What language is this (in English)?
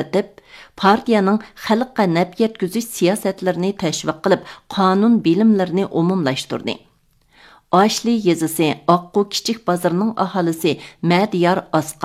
Uyghur